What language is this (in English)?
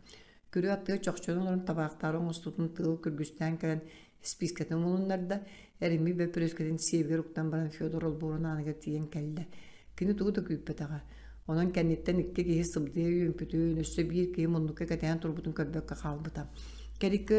Yakut